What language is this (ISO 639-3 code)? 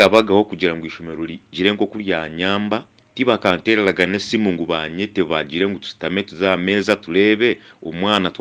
nyn